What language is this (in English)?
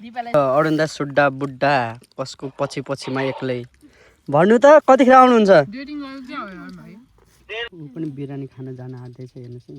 Nepali